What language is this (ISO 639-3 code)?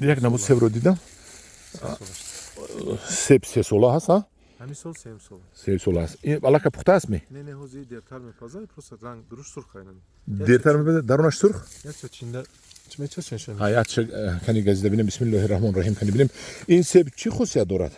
tgk